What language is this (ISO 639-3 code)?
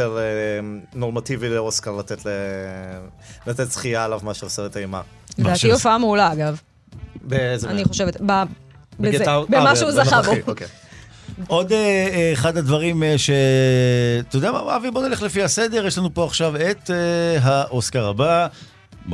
heb